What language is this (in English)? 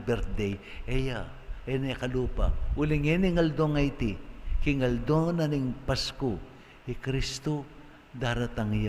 Pampanga